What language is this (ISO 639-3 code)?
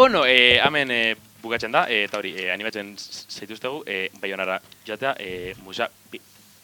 eus